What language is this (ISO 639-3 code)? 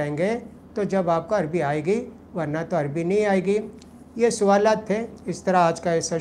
urd